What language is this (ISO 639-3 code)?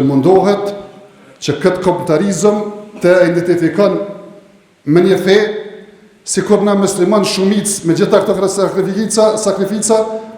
sqi